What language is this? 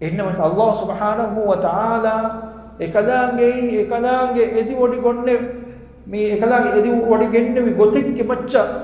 Divehi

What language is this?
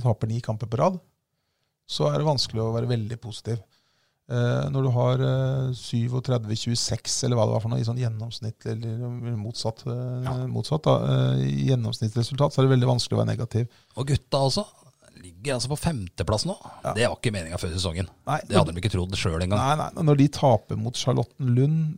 Norwegian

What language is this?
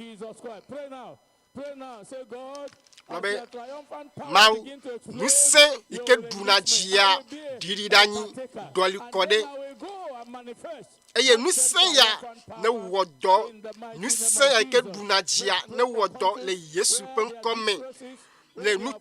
Ewe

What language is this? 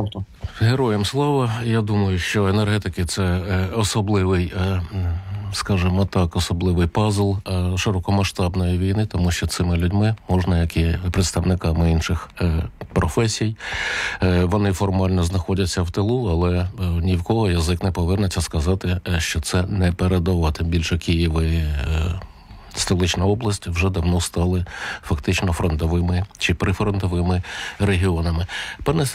Ukrainian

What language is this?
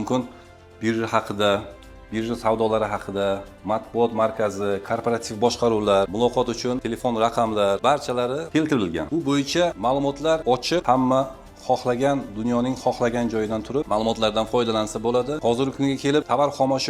Uzbek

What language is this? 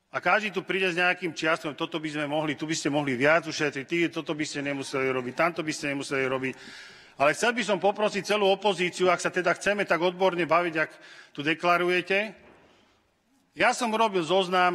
Slovak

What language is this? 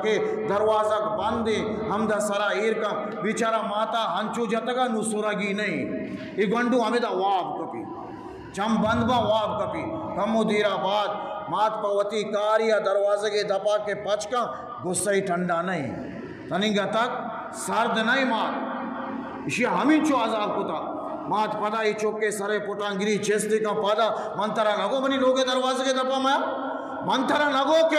Eastern Balochi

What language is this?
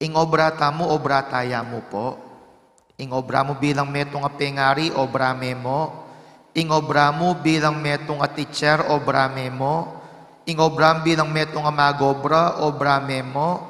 Pampanga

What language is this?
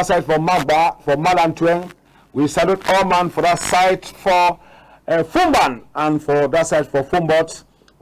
Cameroon Pidgin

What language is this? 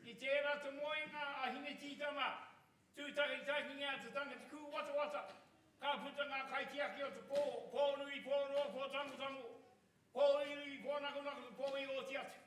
Māori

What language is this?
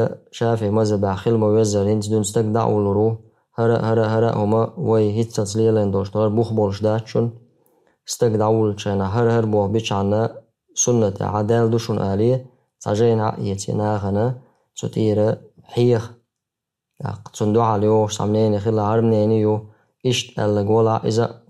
Chechen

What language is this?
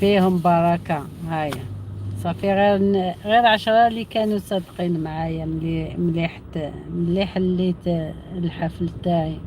Algerian Arabic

